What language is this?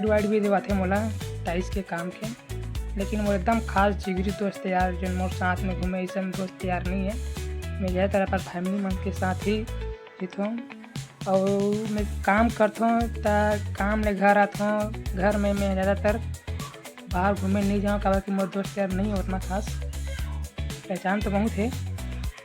Chhattisgarhi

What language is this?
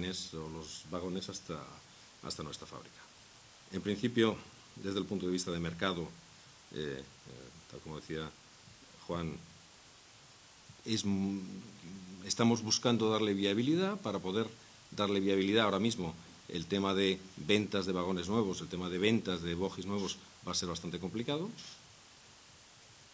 Spanish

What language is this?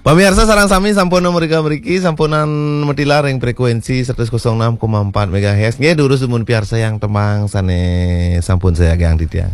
Balinese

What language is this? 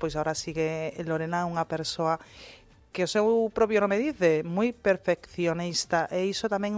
Galician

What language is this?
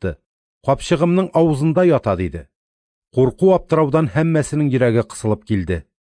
Tatar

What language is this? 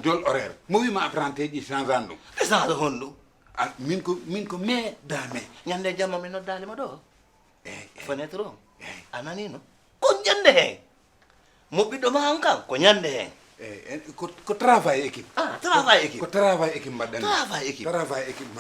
Fula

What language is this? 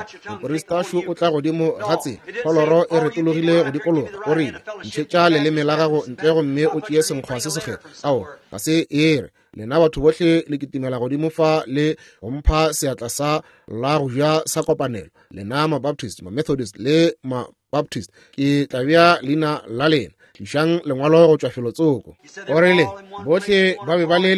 Northern Sotho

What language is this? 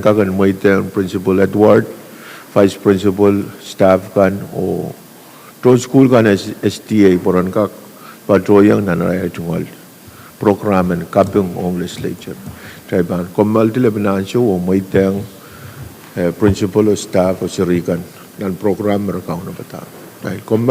Pohnpeian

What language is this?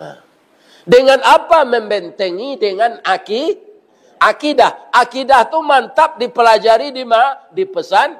Minangkabau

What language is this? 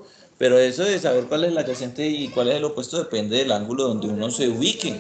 Spanish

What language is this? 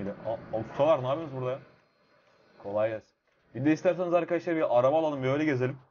Turkish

